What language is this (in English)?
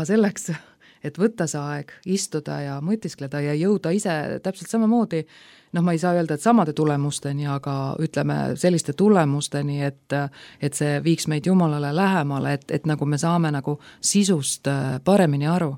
Estonian